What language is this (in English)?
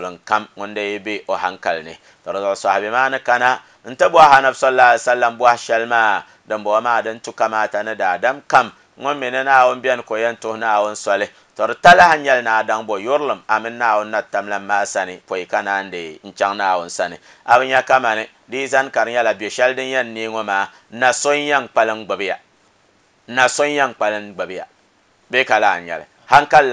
Dagbani